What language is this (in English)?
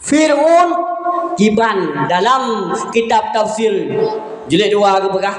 Achinese